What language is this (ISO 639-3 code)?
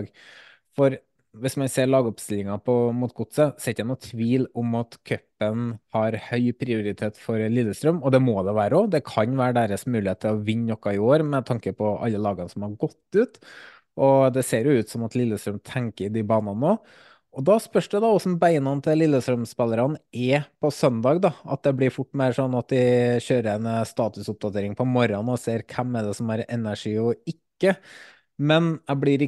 nor